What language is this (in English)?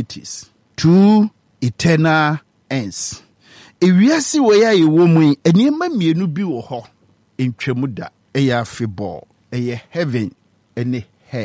Akan